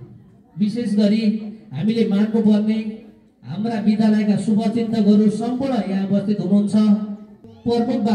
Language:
Nepali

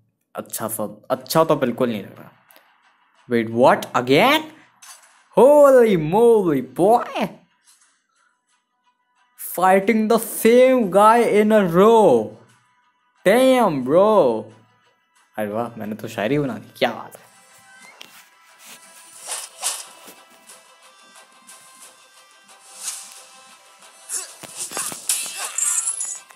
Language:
Hindi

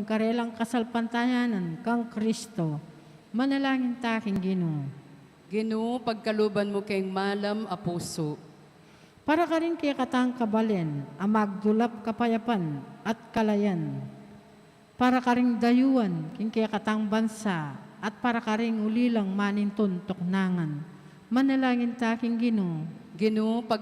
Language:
Pampanga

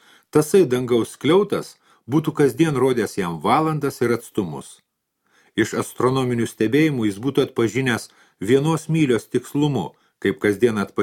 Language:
Lithuanian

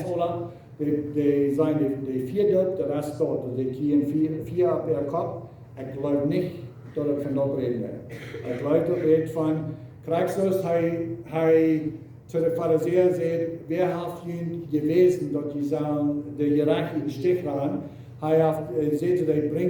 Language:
Plautdietsch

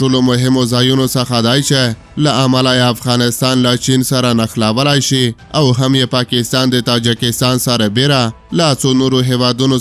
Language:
Pashto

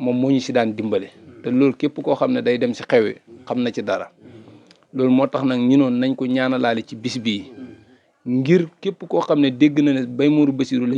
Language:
Wolof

